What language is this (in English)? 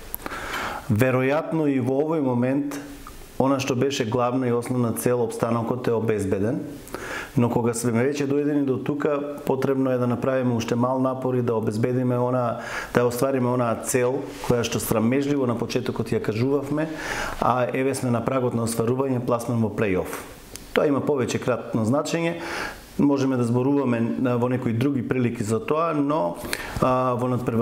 Macedonian